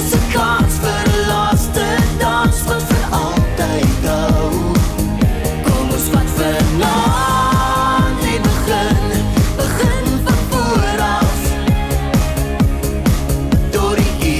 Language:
Afrikaans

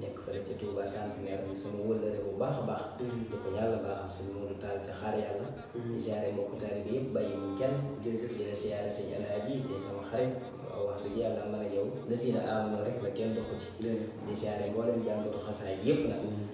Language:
Wolof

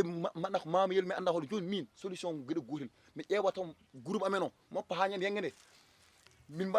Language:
Fula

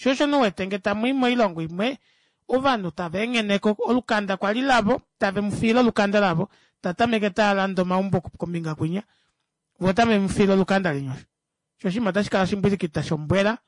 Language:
Kuanyama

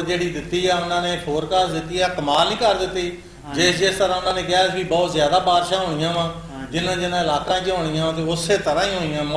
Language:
Punjabi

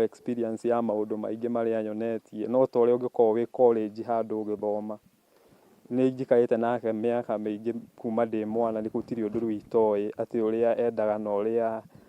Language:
Kikuyu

